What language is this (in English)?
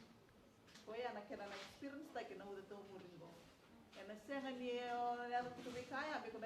Fijian